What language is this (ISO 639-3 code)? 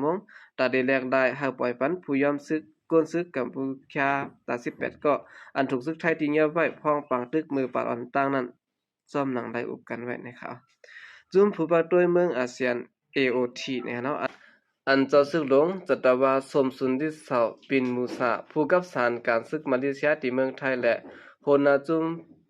shn